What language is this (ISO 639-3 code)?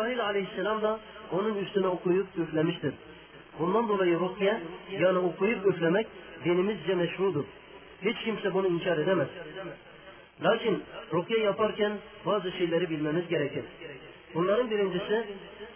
tur